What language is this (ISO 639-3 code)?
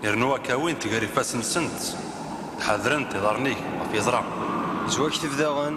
kab